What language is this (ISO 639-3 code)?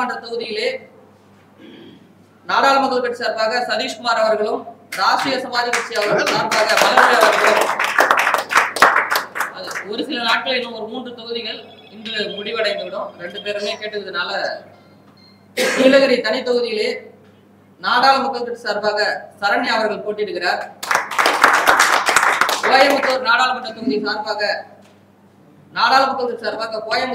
tam